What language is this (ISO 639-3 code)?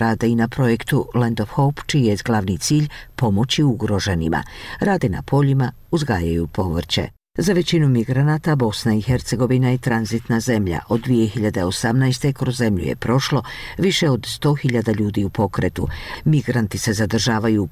bos